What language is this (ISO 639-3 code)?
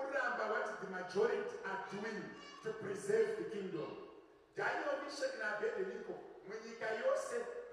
sna